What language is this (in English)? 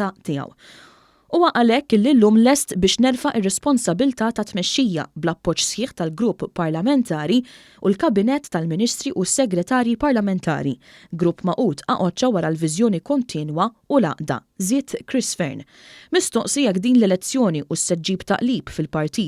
Maltese